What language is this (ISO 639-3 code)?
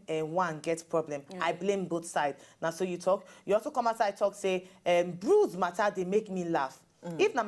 pcm